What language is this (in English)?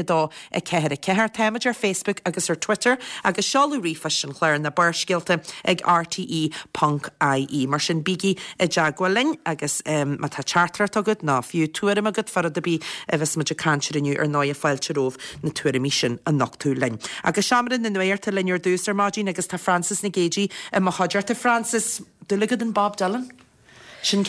Irish